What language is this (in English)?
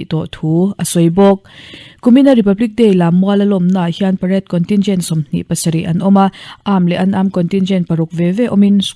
Mizo